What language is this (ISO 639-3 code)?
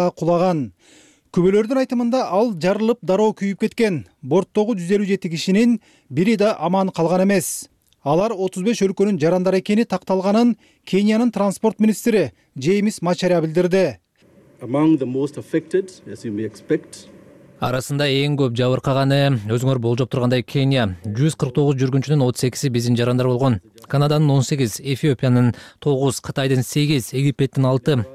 kir